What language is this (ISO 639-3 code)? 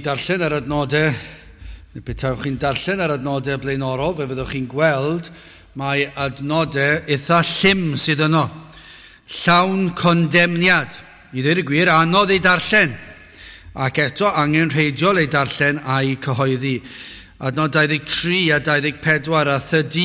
cym